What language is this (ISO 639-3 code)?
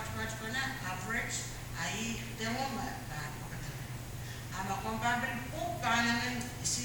pon